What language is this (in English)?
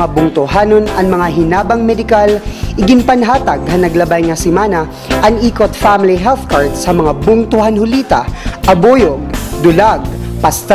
Waray